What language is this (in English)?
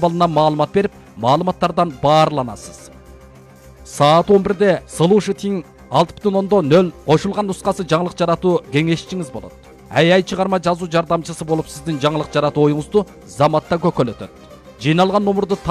Kyrgyz